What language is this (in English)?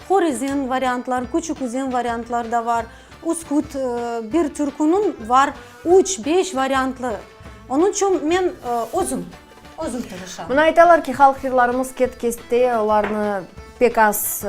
Crimean Tatar